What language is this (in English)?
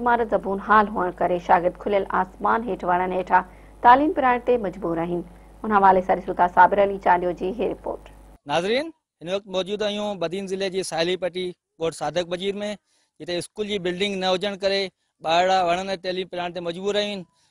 Sindhi